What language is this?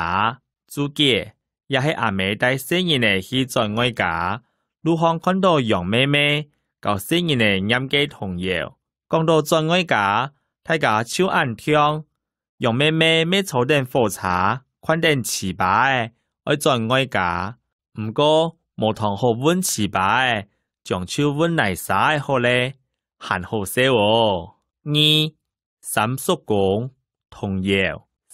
Hakka Chinese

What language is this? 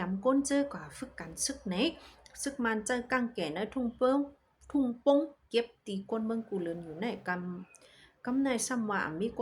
Shan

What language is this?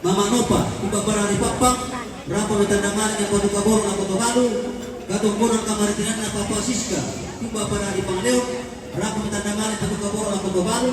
Toraja-Sa'dan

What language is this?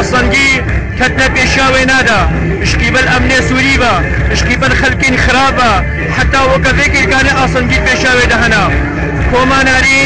Kurdish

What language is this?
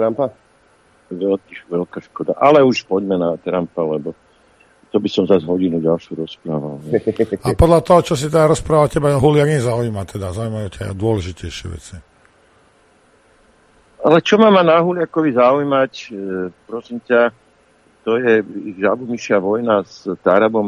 Slovak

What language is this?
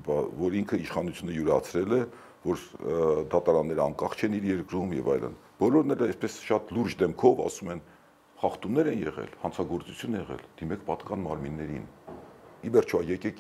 Armenian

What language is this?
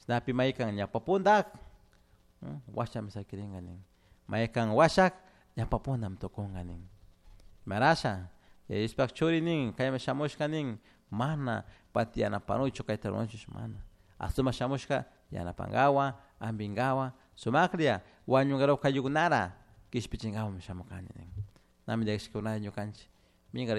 Chimborazo Highland Quichua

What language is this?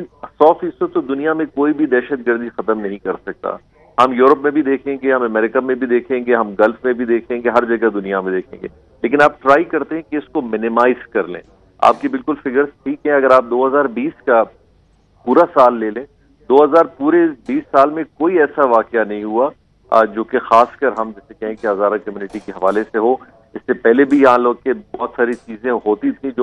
Urdu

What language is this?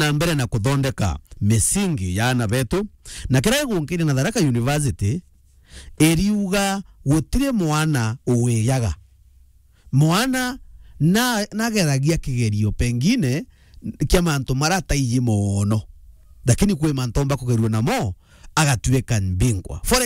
Meru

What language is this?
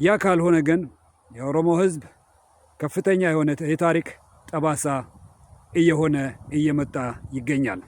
Amharic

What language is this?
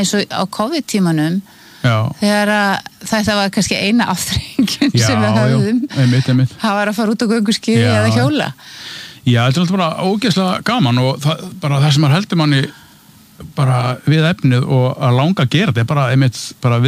Icelandic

